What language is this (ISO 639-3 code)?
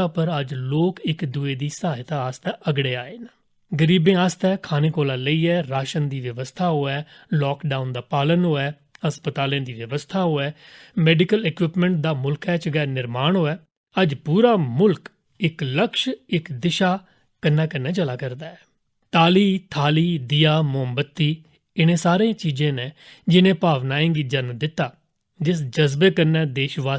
doi